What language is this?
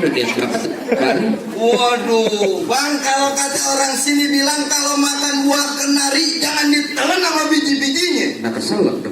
Betawi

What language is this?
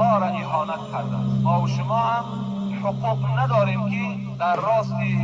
Tajik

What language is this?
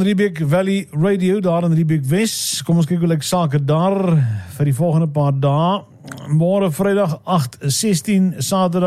Afrikaans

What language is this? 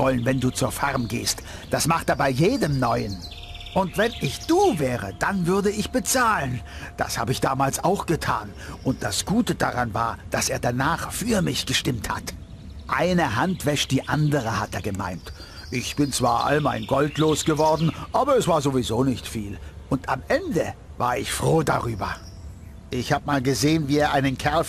Bavarian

